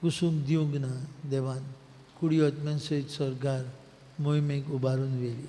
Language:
Konkani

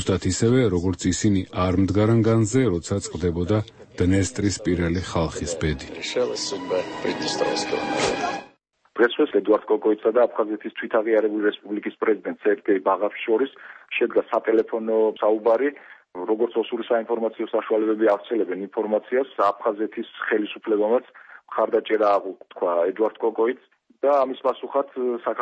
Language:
Georgian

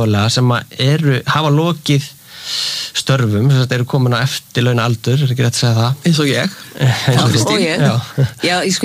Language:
Icelandic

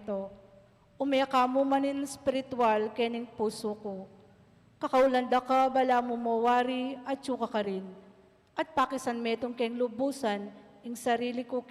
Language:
Pampanga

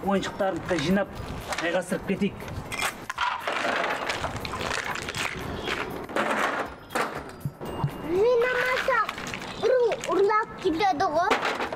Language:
Kazakh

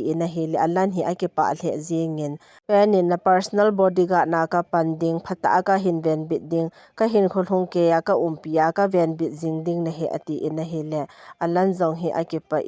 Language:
Thado Chin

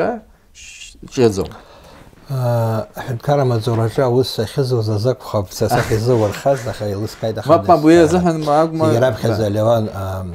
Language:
Abkhazian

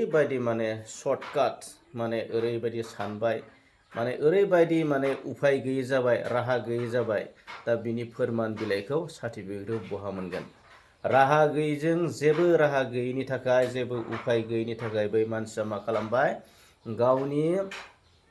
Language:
Bodo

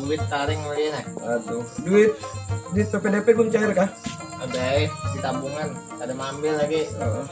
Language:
Banjar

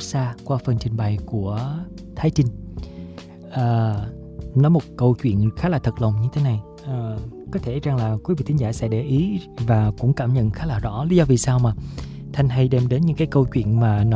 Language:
Vietnamese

